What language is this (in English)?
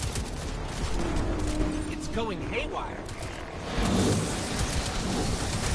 English